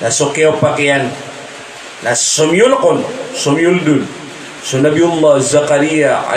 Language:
Maranao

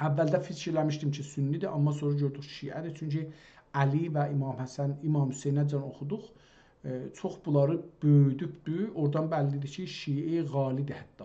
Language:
South Azerbaijani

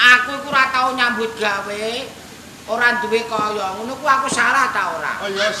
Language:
Javanese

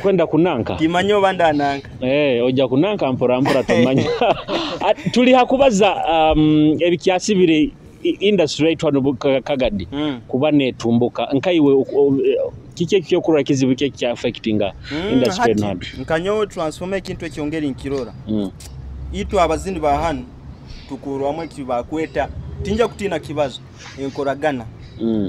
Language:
Nyoro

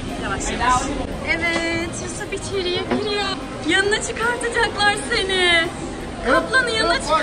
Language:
Turkish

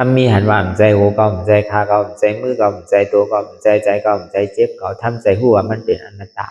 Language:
Shan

